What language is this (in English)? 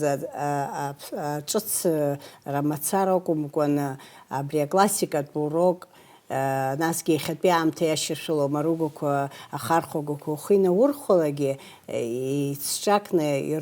Abkhazian